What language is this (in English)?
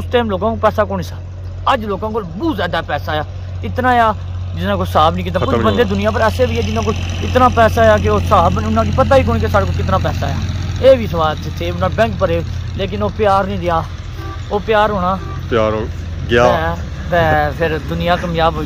Pahari-Potwari